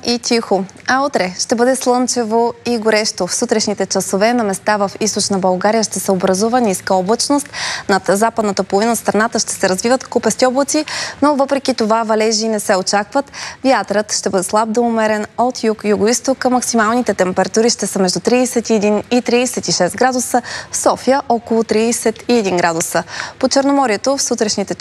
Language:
Bulgarian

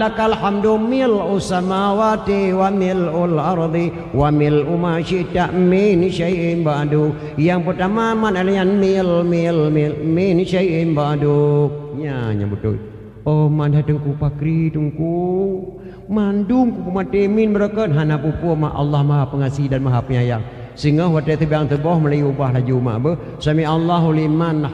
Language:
Achinese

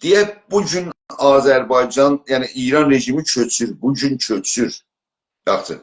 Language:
South Azerbaijani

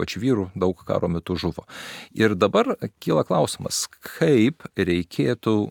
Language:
Lithuanian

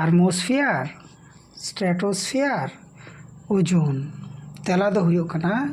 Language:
Santali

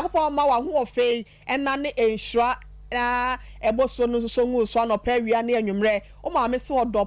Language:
Akan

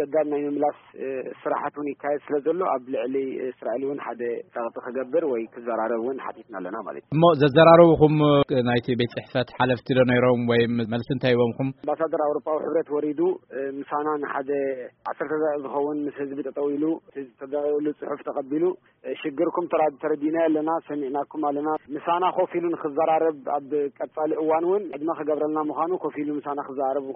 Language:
Tigrinya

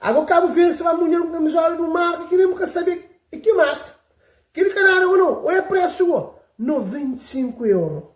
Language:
Kabuverdianu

